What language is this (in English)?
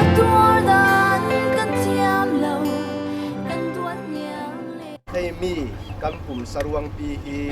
Falam Chin